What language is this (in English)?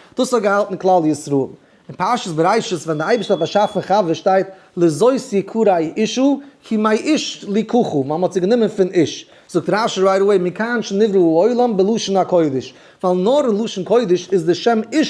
Yiddish